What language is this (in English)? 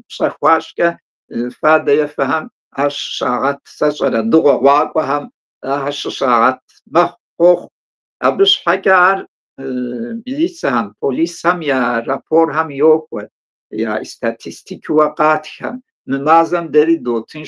Kabardian